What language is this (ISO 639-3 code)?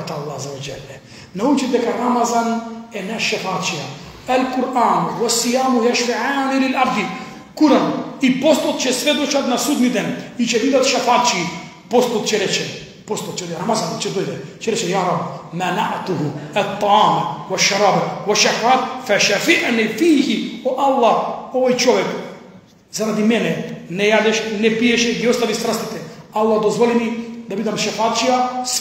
mkd